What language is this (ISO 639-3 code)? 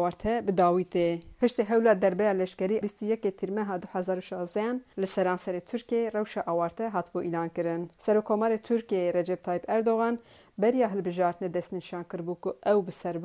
kur